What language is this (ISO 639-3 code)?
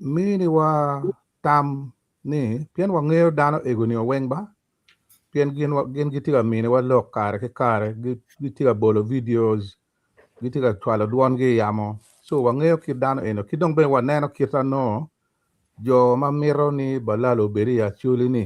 ach